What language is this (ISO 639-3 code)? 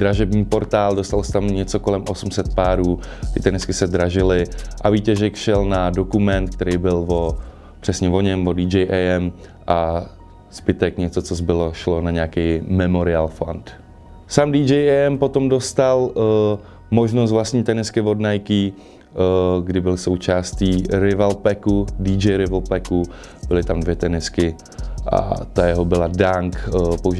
ces